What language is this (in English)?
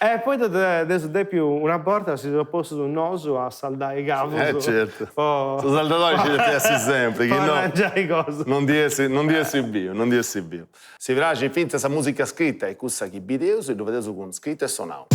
Sardinian